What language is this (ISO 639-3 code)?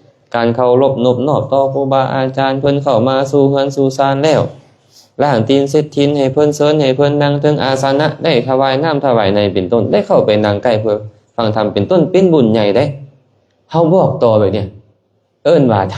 lao